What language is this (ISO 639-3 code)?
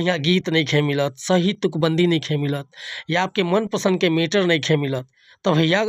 bho